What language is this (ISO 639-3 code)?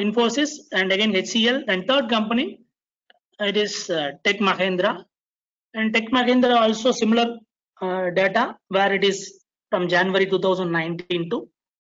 eng